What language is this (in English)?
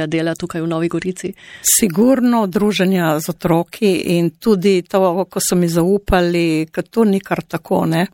Slovenian